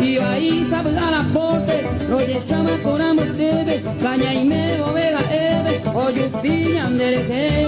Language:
Guarani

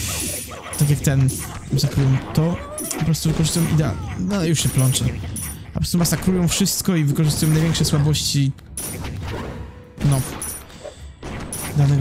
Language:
Polish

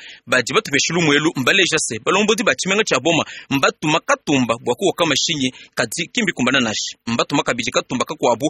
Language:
Luba-Lulua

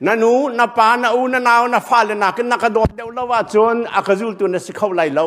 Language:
Hakha Chin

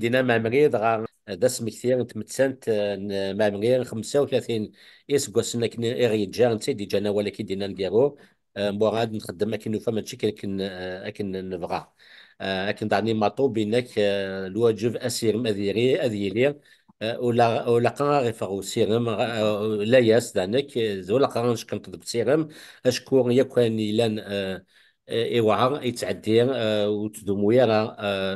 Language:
Kabyle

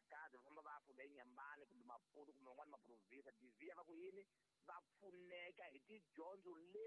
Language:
Tsonga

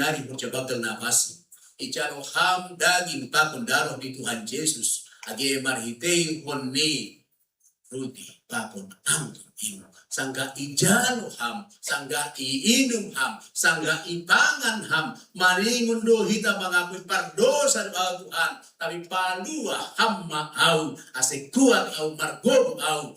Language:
Batak Simalungun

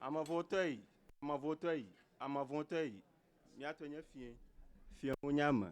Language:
Ewe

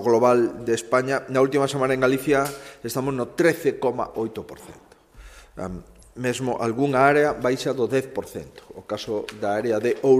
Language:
Galician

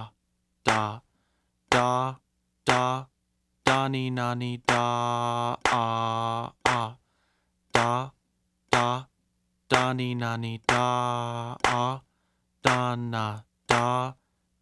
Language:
Basque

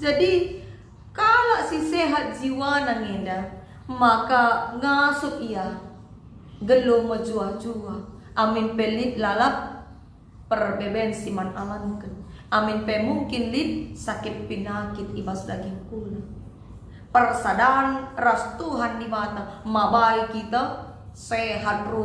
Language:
Batak Karo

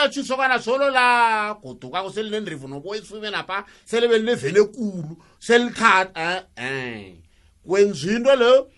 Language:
South Ndebele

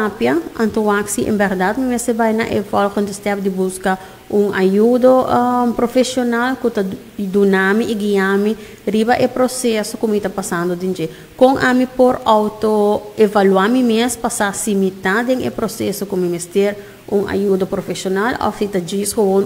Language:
Papiamento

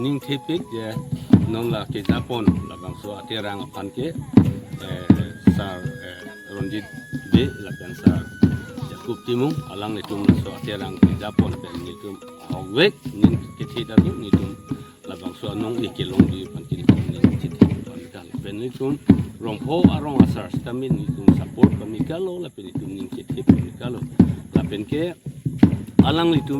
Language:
Karbi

